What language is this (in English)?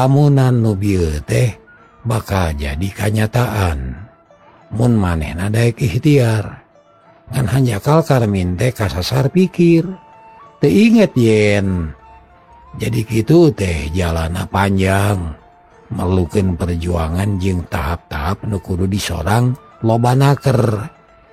Sundanese